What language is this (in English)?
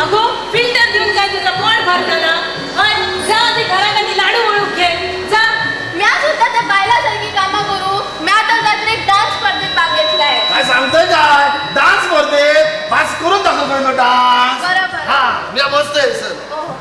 Konkani